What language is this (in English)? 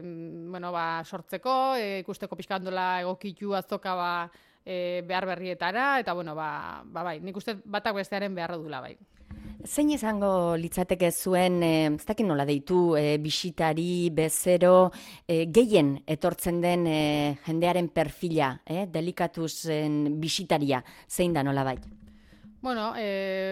Basque